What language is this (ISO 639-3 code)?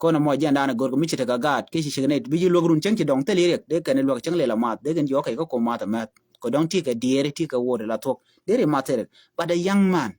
nus